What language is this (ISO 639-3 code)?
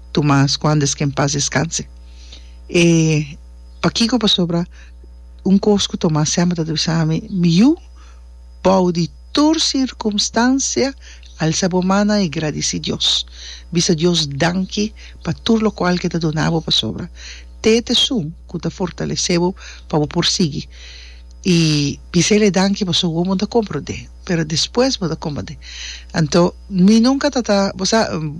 pap